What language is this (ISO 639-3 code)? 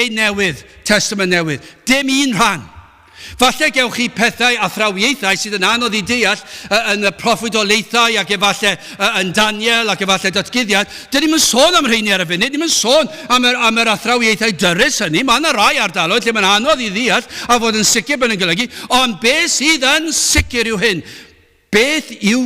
cym